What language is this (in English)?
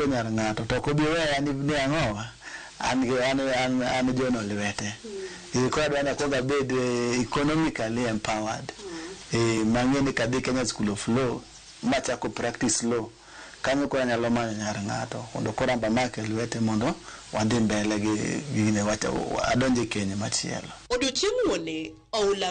Luo (Kenya and Tanzania)